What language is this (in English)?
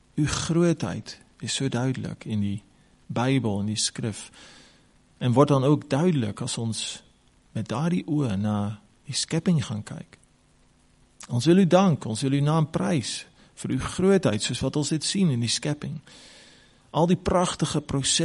Afrikaans